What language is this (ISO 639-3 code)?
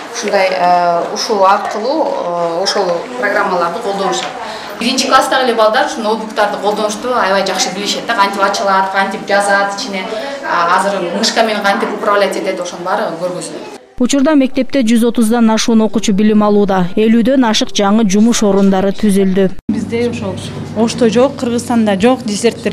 kir